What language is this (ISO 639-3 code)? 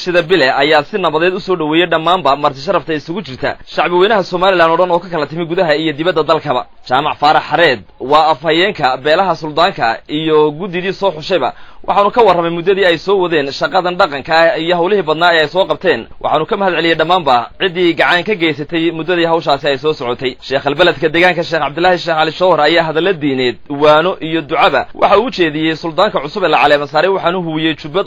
som